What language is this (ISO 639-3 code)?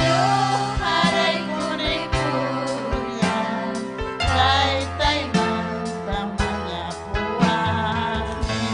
quy